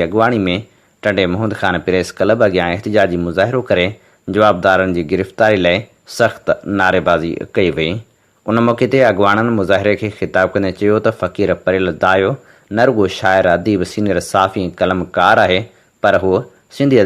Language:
Sindhi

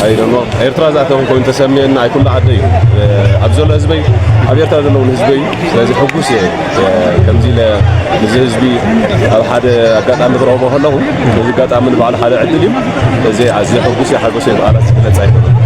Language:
Tigrinya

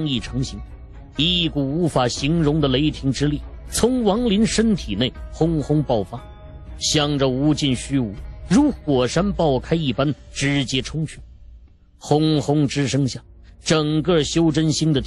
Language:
Chinese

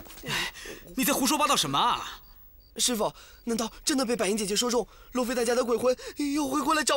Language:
Chinese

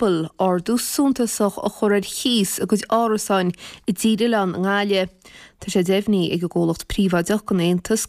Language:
Irish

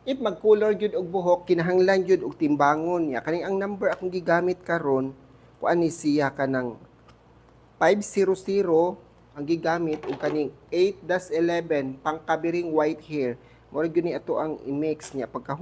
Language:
Cebuano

